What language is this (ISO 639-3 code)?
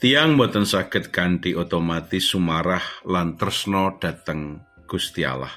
jav